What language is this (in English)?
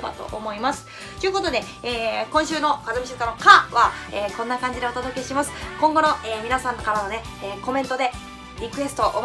Japanese